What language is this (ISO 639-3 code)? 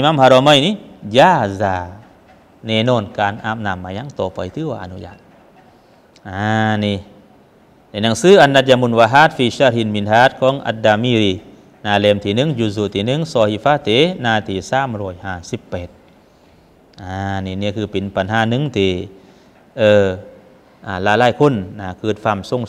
tha